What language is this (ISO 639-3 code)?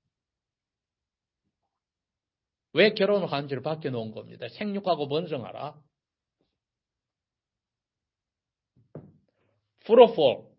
kor